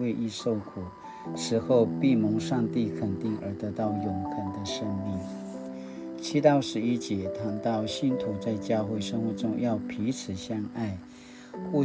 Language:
Paiwan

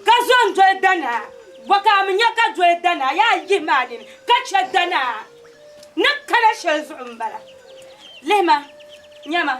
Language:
Dagbani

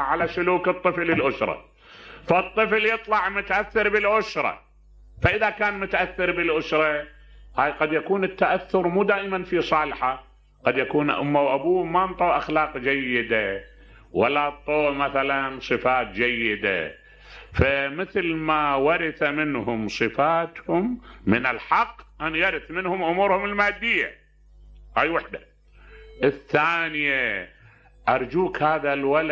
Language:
Mesopotamian Arabic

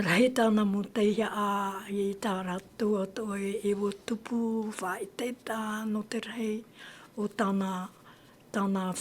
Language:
Tahitian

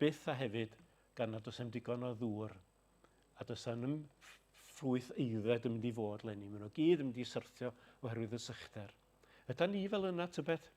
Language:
Welsh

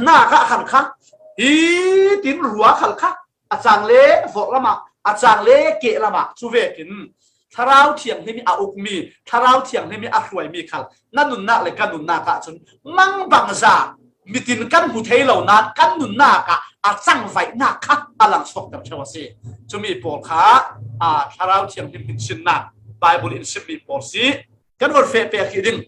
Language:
Falam Chin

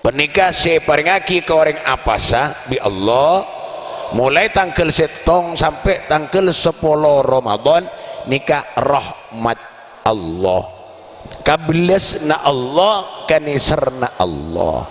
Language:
Madurese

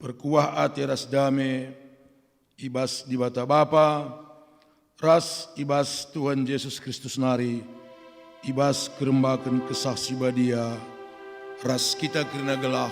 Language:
Batak Karo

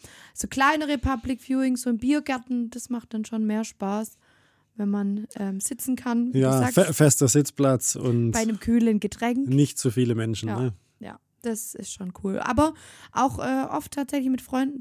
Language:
German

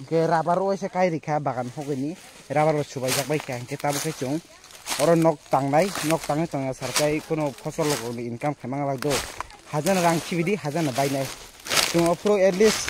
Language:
Kok Borok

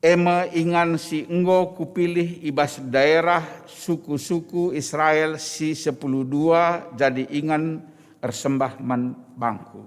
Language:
Batak Karo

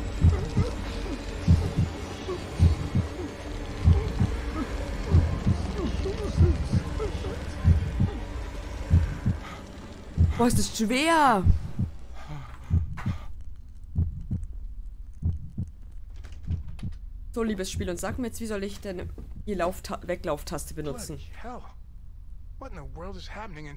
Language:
German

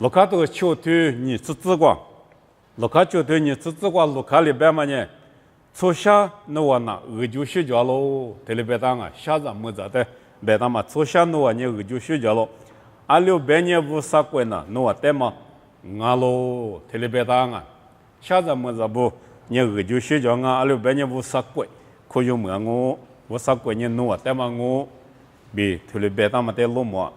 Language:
Lisu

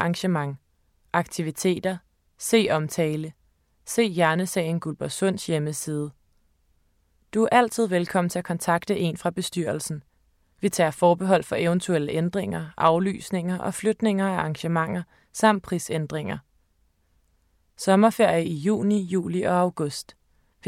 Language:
Danish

